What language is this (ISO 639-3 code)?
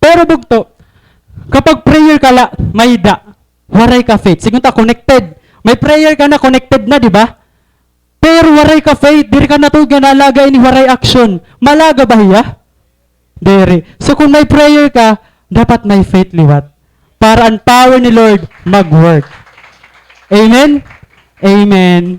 war